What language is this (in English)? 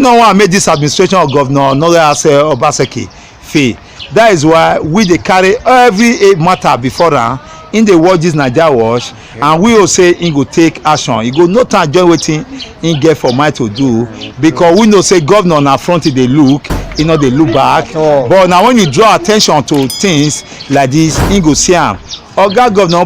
Nigerian Pidgin